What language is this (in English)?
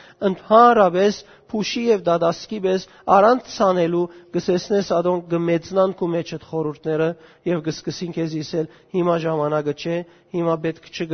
Western Armenian